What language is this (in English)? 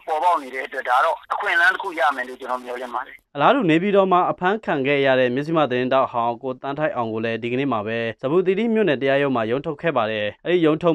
Burmese